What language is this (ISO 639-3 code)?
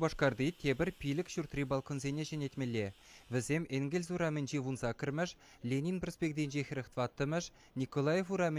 chv